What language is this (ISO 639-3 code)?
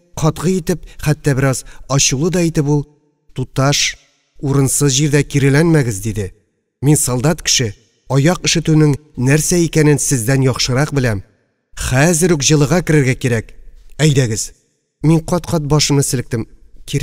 tat